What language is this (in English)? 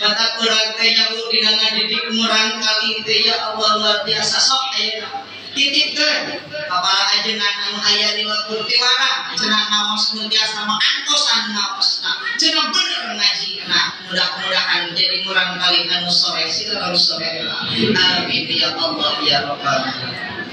Sundanese